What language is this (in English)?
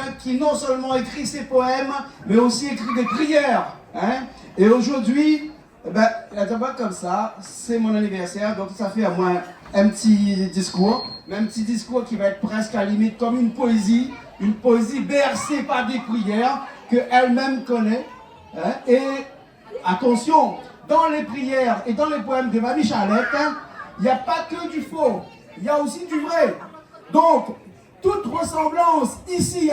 Réunion Creole French